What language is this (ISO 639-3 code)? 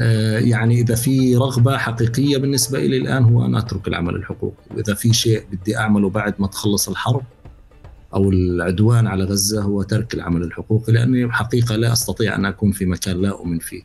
apc